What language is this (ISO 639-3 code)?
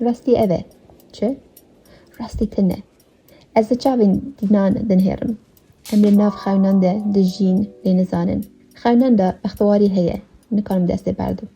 kur